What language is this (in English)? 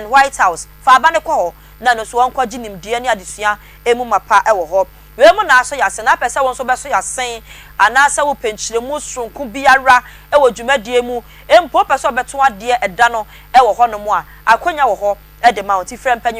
Akan